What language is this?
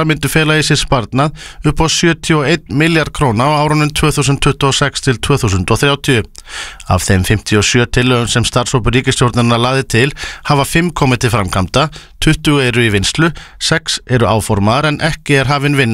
Icelandic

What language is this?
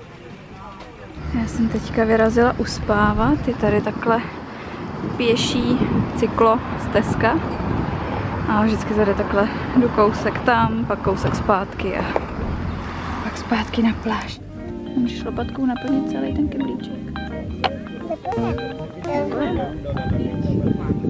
Czech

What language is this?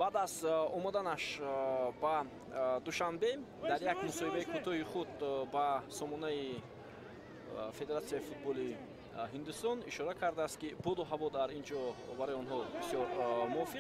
Tajik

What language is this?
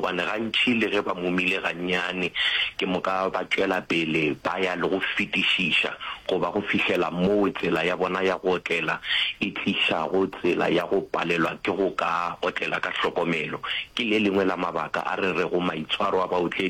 Northern Sotho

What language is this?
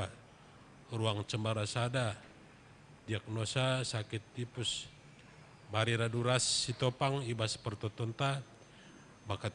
Batak Karo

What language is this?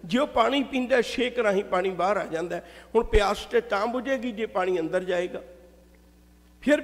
Punjabi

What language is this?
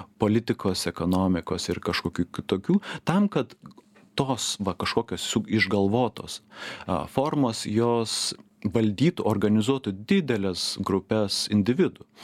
Lithuanian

